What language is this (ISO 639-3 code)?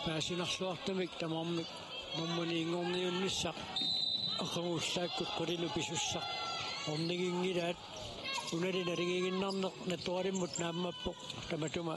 kal